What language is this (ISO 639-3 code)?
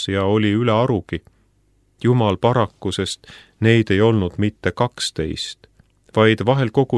est